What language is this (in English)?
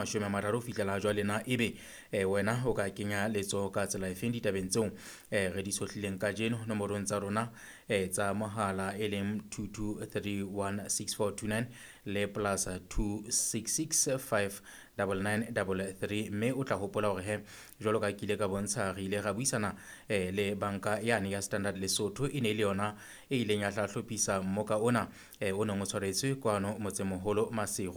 Southern Sotho